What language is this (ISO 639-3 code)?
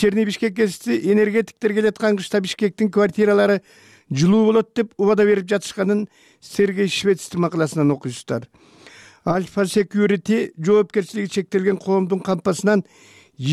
kir